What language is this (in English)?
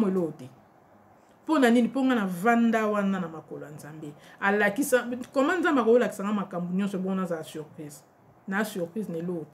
Lingala